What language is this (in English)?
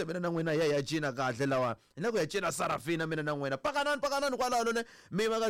Tsonga